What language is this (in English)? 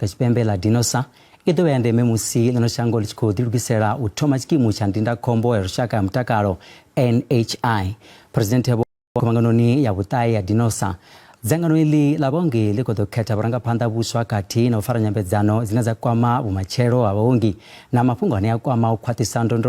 Venda